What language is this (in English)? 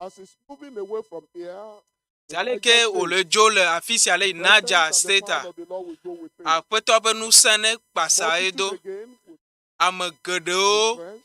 Ewe